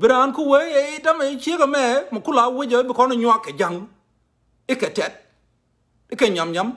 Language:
Nuer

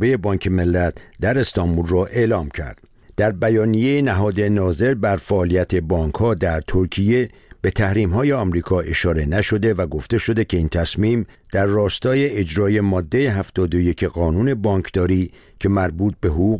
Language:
Persian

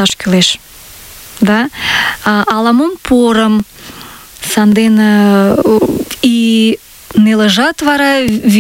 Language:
Mari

